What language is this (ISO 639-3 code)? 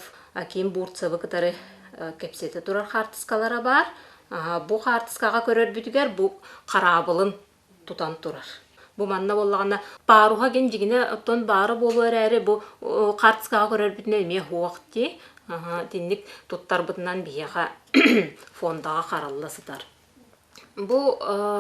sah